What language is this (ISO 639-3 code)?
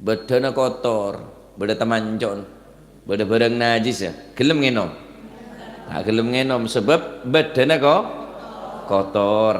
mad